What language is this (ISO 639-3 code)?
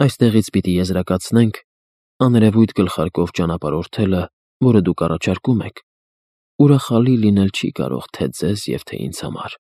hye